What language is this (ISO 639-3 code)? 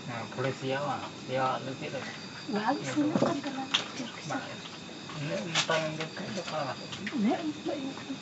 sat